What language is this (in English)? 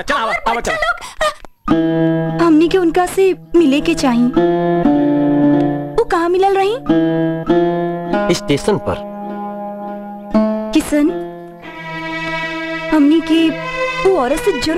Bhojpuri